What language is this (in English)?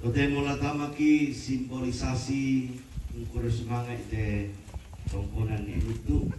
Toraja-Sa'dan